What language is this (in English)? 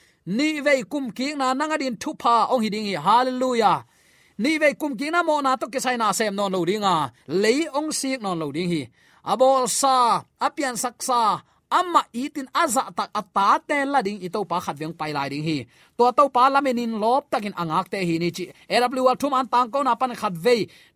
Tedim Chin